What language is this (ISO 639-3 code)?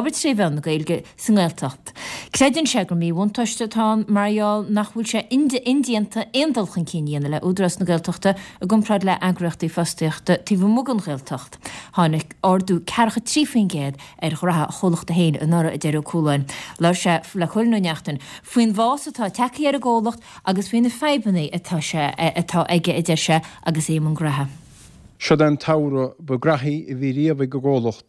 gle